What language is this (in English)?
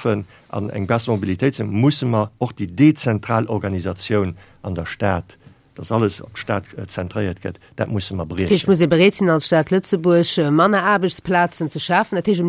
Luxembourgish